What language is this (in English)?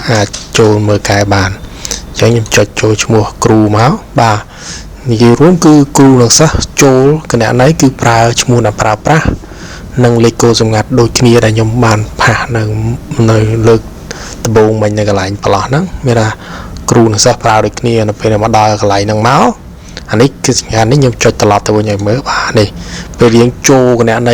Khmer